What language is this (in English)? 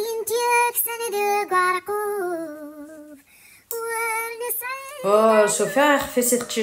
Kabyle